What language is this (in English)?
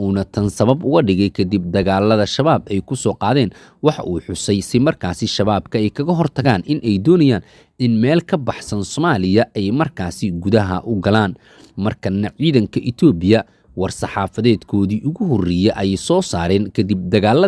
Somali